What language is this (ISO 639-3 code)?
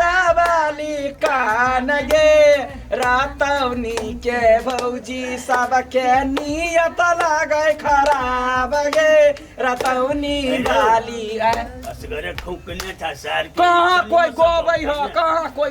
mai